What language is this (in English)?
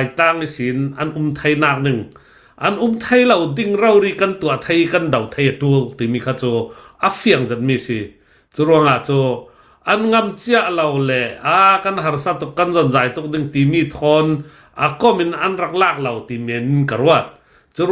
Hakha Chin